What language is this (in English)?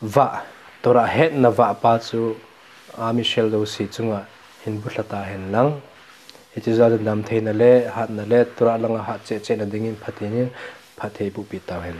Thado Chin